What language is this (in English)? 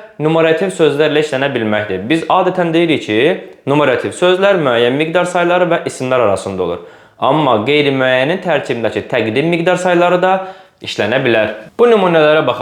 Azerbaijani